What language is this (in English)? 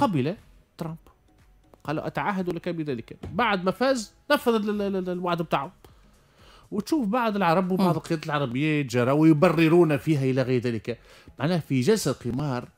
Tunisian Arabic